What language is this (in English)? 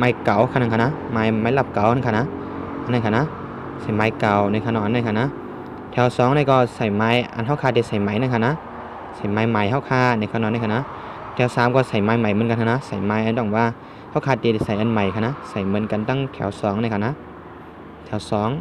Shan